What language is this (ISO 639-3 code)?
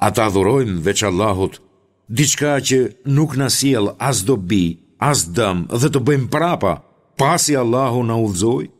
sqi